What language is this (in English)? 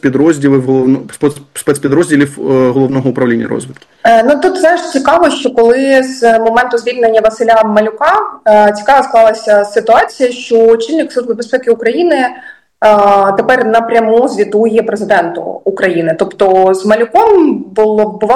Ukrainian